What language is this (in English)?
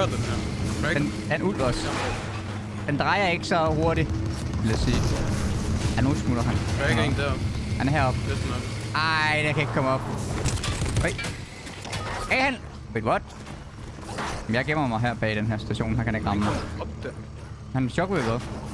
Danish